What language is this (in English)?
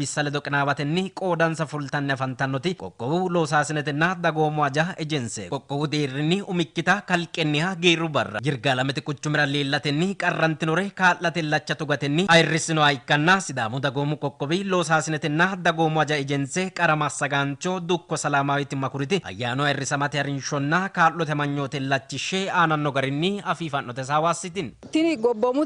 Sidamo